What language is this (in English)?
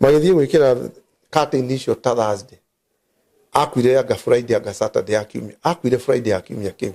Kikuyu